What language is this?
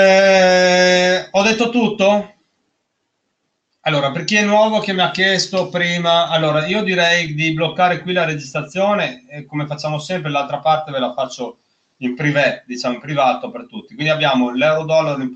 Italian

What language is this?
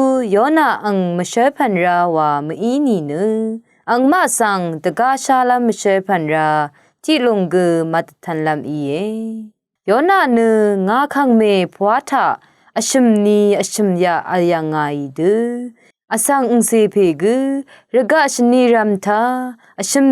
Rawang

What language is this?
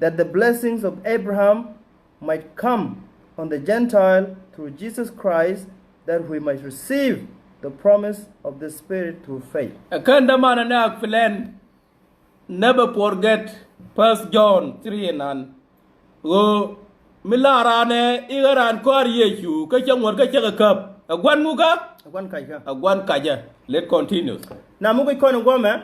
Nuer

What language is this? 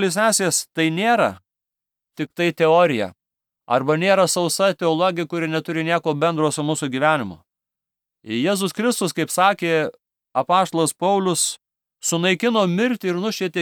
Lithuanian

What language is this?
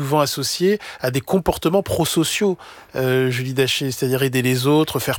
French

